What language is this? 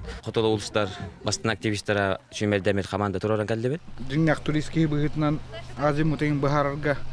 Yakut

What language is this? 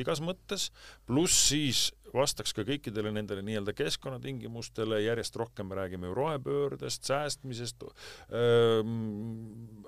Estonian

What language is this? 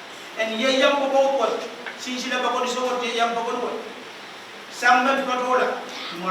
Pohnpeian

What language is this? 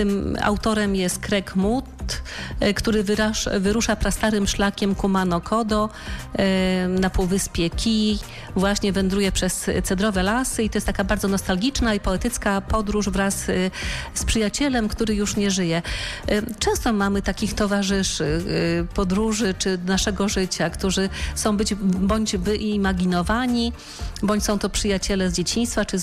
Polish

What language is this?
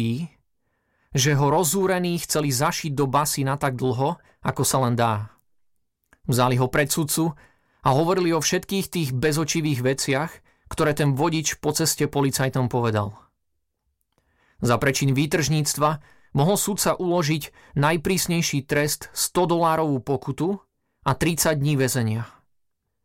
Slovak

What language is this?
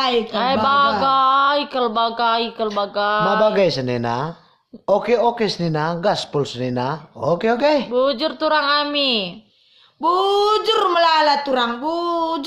Batak Karo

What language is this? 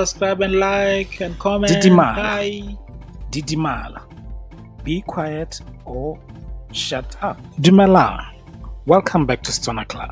Tswana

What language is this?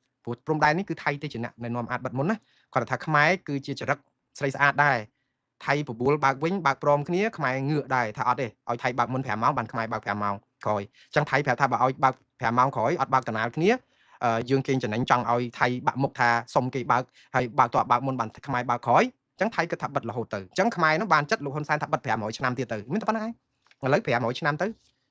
Khmer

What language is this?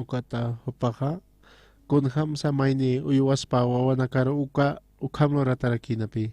Aymara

